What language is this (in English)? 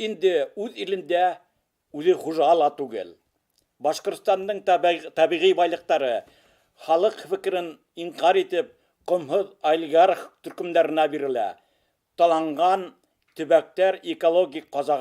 Bashkir